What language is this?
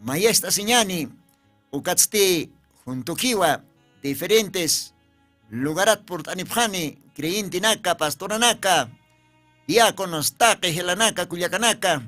Aymara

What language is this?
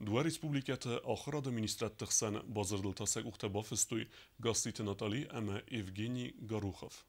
Ossetic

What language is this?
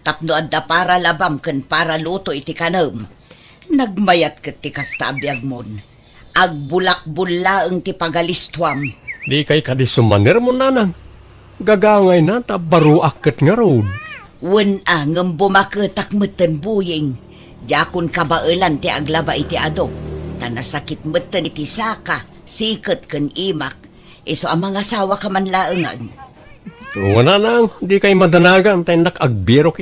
Iloko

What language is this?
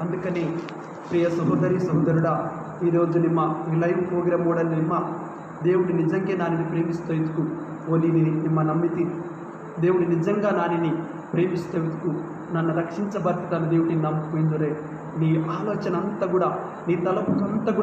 Koya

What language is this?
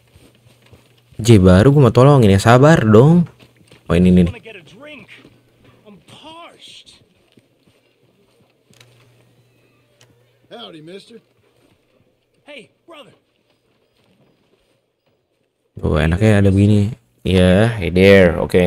Indonesian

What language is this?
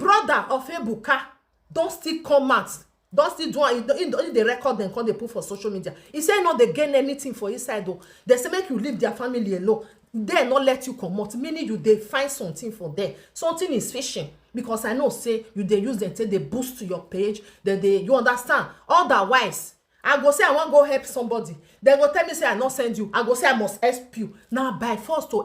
Nigerian Pidgin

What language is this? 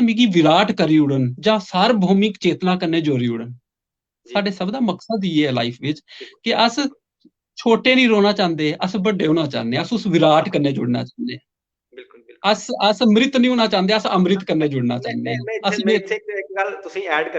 Dogri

